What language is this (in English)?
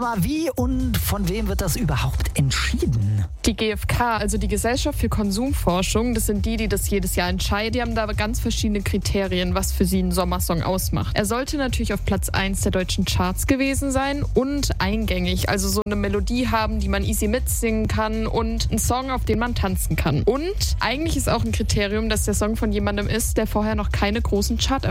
German